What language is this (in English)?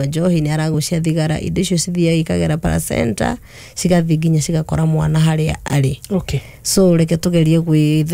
Kikuyu